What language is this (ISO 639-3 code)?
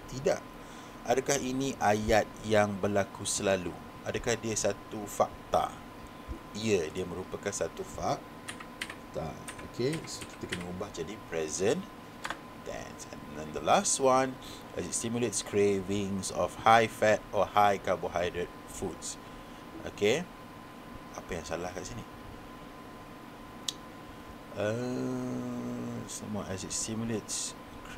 msa